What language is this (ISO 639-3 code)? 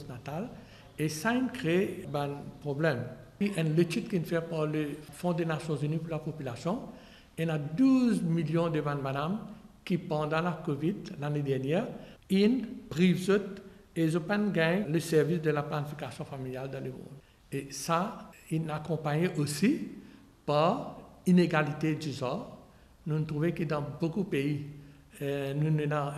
mfe